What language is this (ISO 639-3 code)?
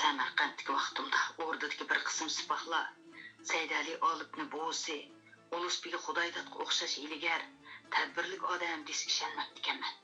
uig